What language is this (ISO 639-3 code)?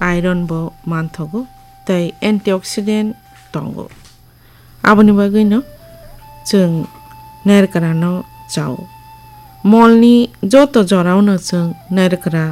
trp